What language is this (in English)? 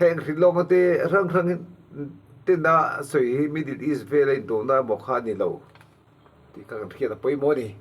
Mizo